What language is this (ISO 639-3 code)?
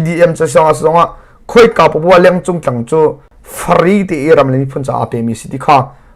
cnh